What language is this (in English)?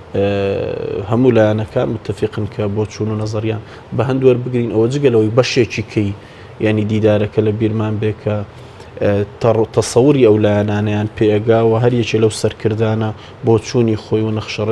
Central Kurdish